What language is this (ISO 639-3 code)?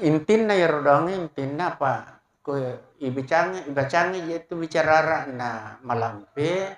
bug